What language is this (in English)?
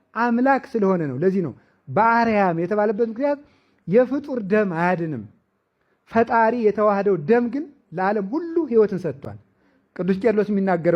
Amharic